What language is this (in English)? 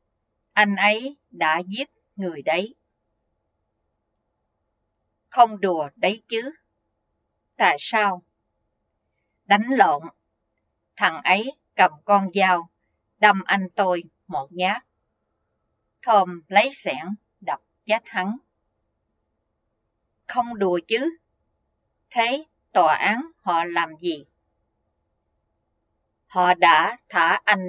Vietnamese